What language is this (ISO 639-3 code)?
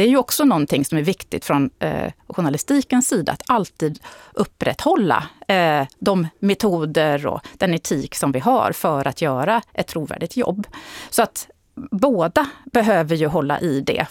swe